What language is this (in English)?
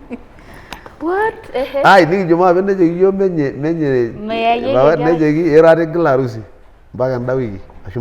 Masai